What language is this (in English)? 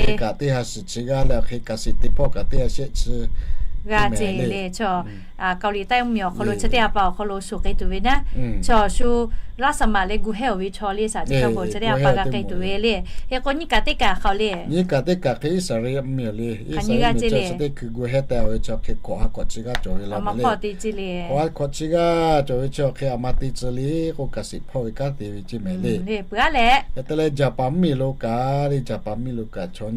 Lahu